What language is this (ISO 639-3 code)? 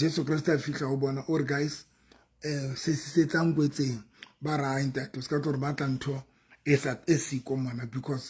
sot